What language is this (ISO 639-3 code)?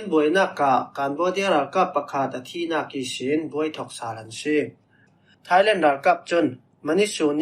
cfm